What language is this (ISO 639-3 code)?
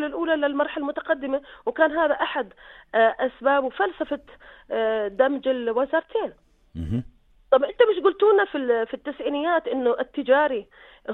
apc